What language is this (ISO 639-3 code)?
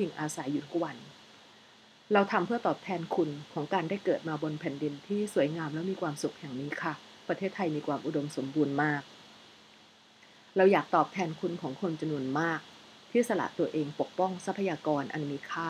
tha